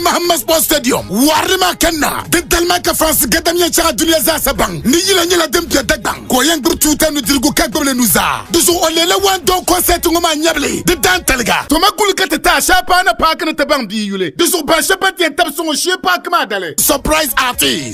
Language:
Dagbani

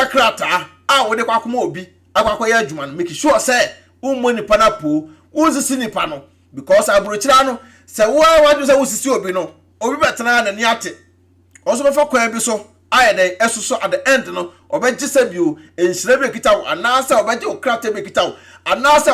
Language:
Akan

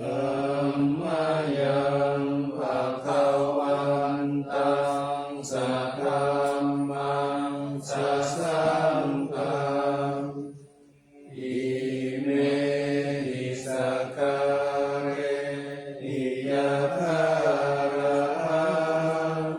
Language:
Pali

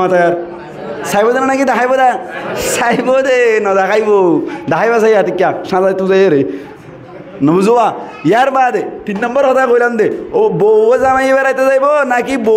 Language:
Rohingya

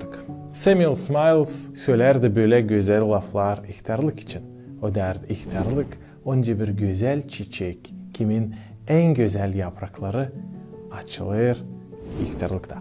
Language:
Gagauz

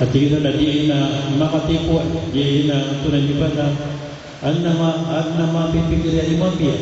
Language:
Maranao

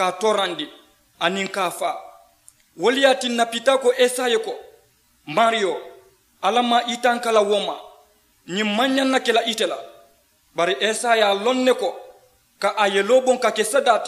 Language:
Mandingo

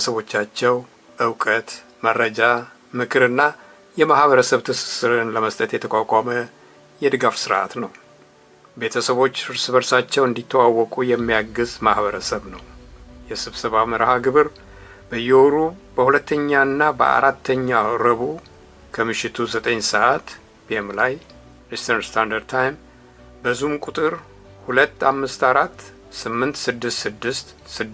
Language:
Amharic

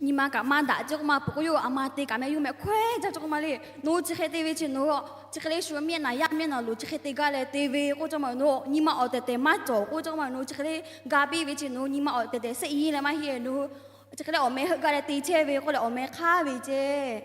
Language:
Lahu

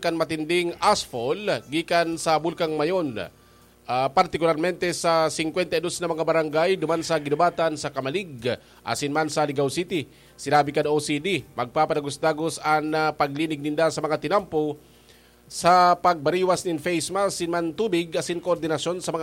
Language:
Bikol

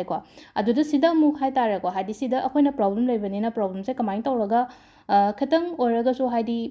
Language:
Manipuri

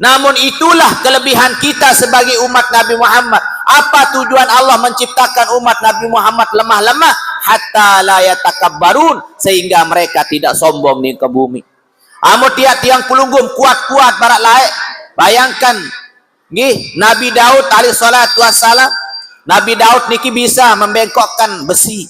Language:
Sasak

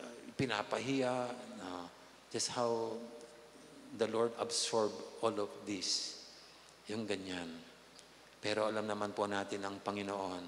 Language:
Pampanga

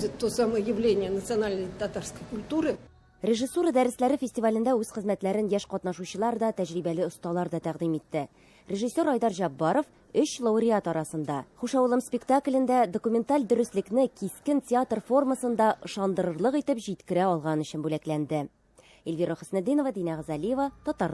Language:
Tatar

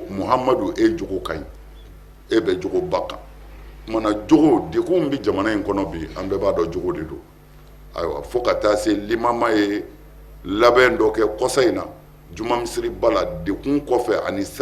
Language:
Bambara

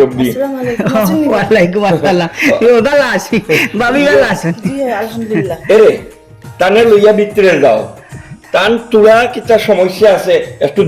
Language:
Sylheti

